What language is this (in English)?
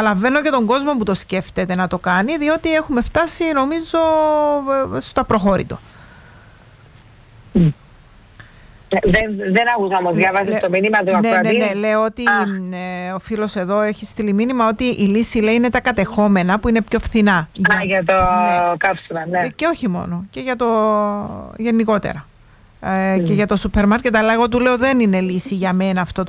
Greek